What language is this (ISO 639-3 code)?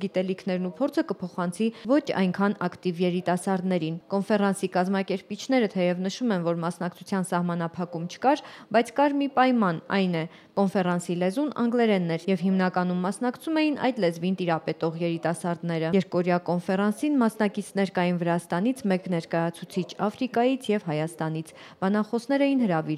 hye